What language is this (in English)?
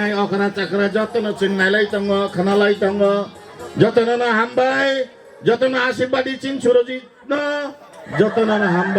Kok Borok